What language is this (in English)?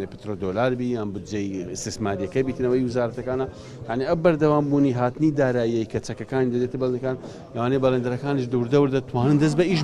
Central Kurdish